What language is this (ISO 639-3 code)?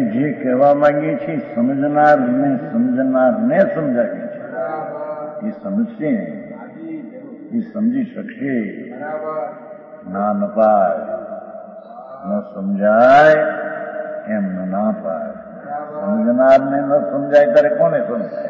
guj